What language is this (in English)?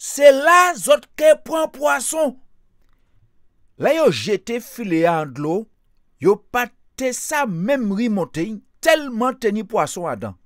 Guadeloupean Creole French